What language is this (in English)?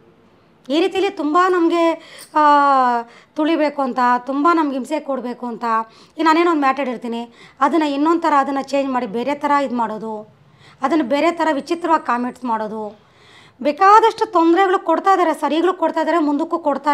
Kannada